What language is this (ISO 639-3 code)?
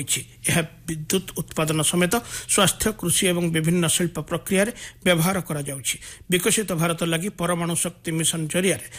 ori